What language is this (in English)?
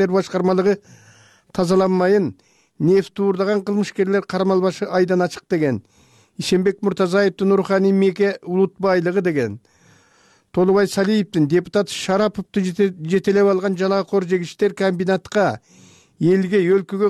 Kyrgyz